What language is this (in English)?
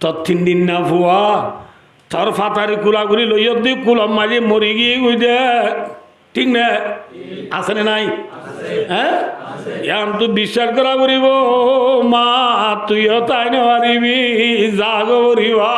Rohingya